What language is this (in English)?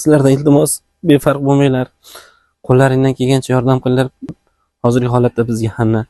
Uzbek